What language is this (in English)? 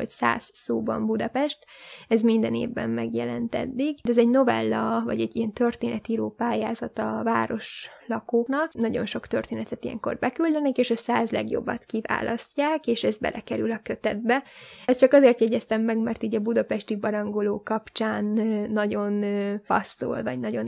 Hungarian